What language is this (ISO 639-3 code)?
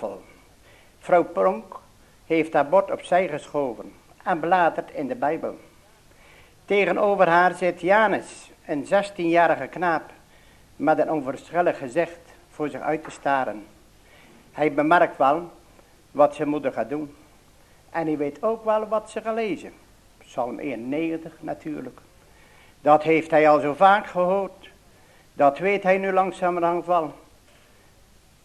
nld